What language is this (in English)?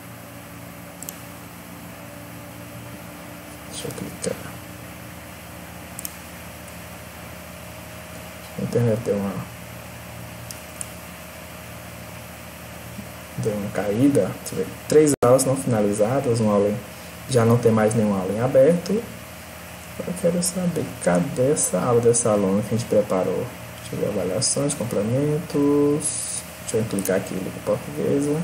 Portuguese